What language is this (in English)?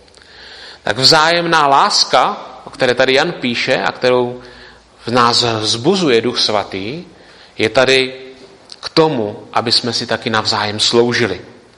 Czech